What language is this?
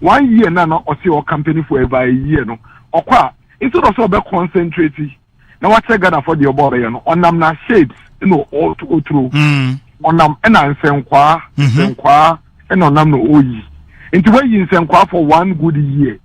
Akan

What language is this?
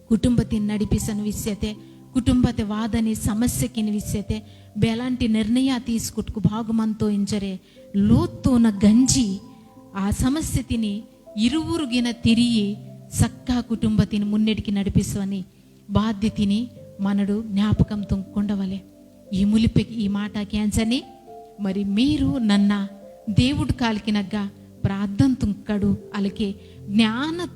Koya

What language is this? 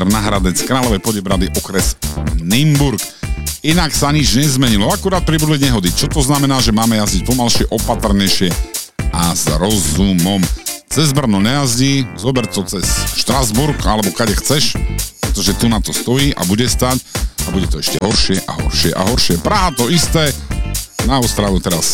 Slovak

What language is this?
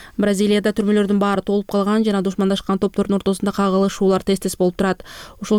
Kyrgyz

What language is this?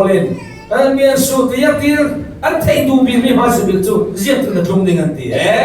Falam Chin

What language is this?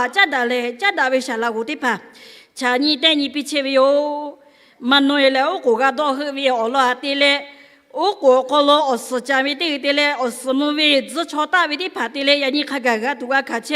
Lahu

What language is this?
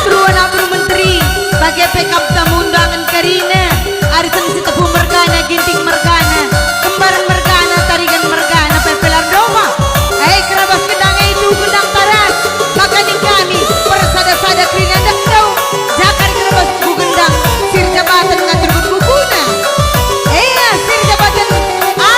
Batak Karo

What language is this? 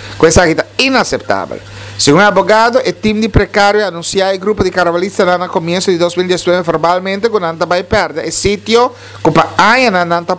Papiamento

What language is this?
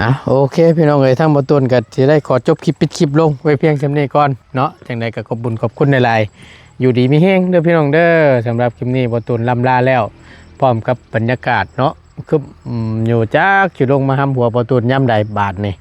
Northeastern Thai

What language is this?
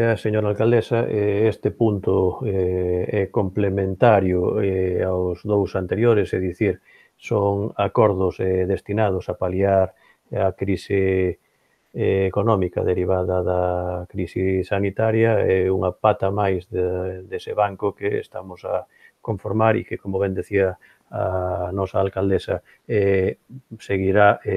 Galician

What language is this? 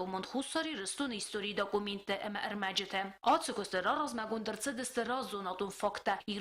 Ossetic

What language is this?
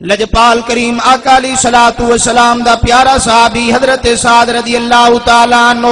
Saraiki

